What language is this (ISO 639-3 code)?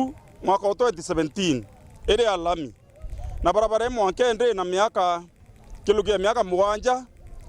mer